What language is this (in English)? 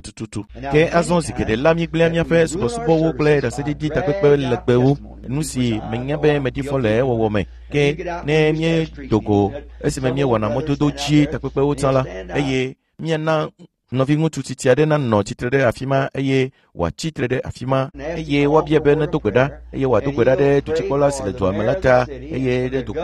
Ewe